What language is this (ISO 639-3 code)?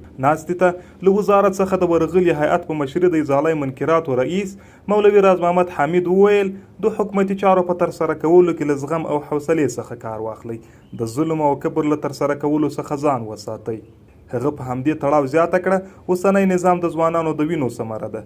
pus